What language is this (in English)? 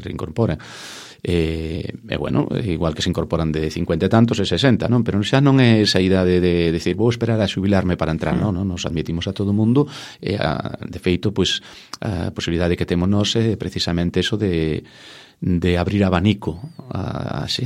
Galician